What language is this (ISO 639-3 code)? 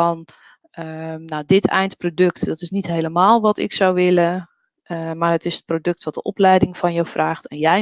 nld